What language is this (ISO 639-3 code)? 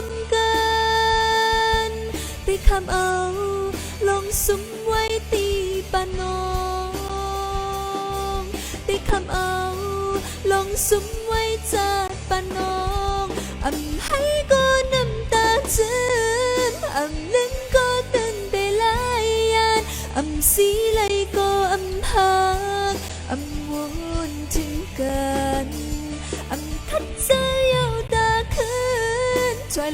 shn